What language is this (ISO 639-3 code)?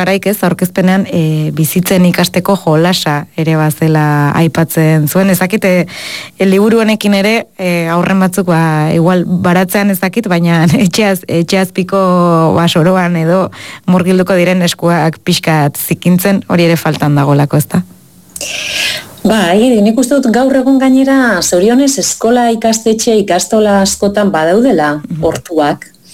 eus